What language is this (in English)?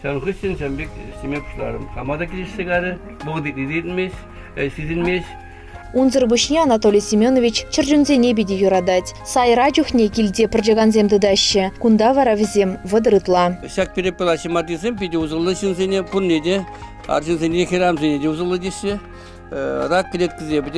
Chuvash